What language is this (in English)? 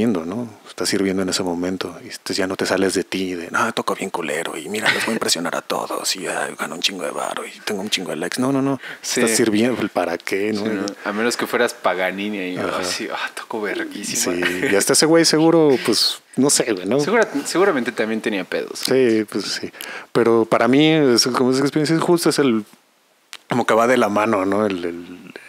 Spanish